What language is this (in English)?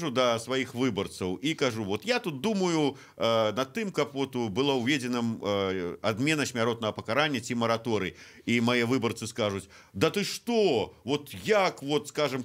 Belarusian